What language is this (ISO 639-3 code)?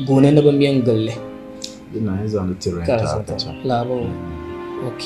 dag